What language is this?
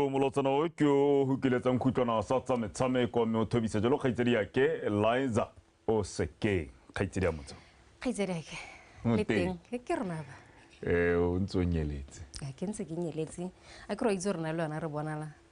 Tswana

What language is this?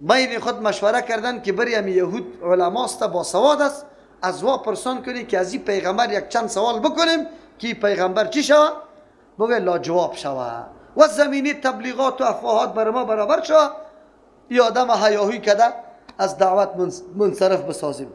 Persian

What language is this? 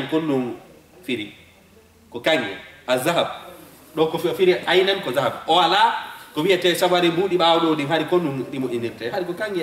Fula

